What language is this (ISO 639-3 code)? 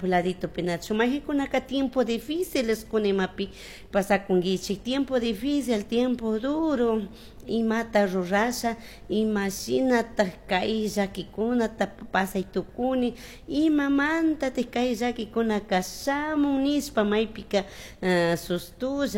qug